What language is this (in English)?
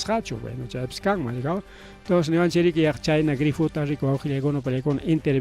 Ayacucho Quechua